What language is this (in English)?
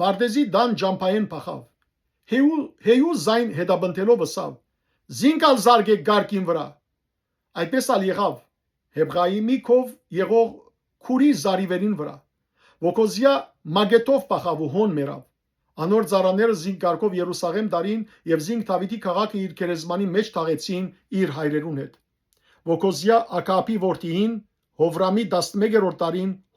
Western Armenian